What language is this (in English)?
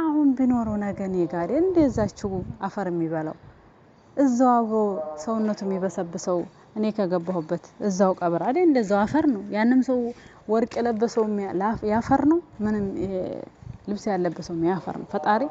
Amharic